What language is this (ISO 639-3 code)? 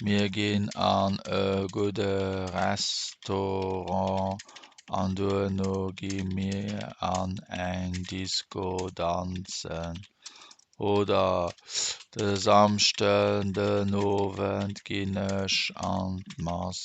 ltz